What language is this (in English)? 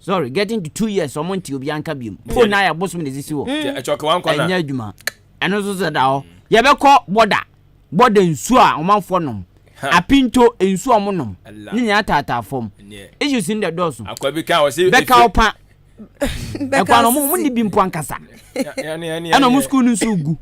Akan